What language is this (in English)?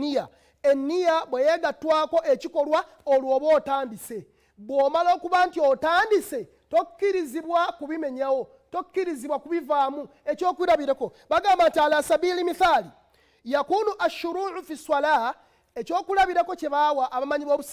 Ganda